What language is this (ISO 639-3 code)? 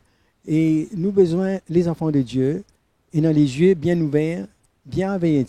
mfe